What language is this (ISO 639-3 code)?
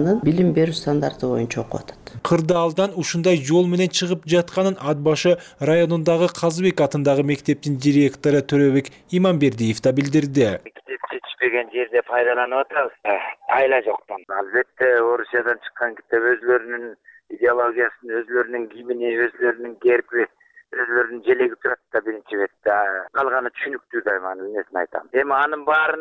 kir